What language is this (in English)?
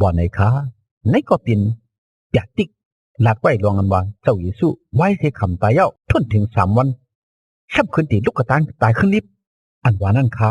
Shan